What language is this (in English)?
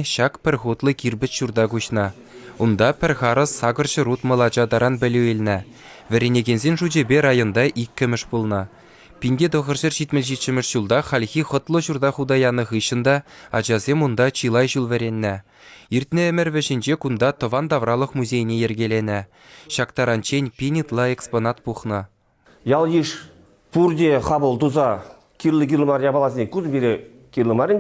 Chuvash